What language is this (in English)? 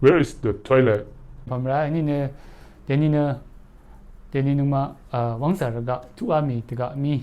Rawang